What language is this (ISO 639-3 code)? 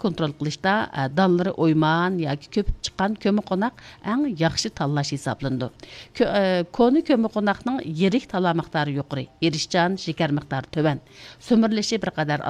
uig